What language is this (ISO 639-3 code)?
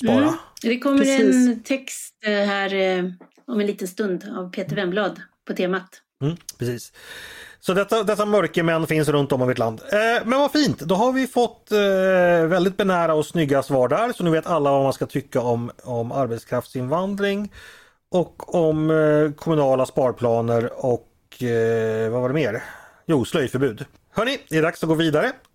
swe